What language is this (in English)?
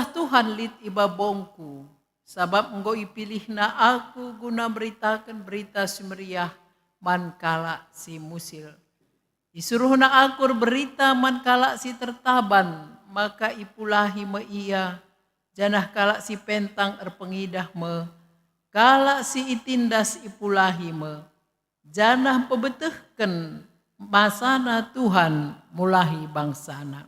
Batak Karo